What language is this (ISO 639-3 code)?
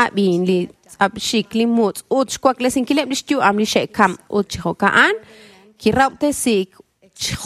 kek